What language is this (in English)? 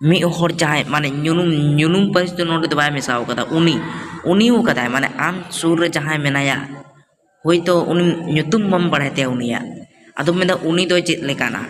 Santali